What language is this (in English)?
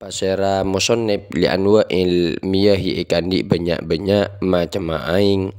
Madurese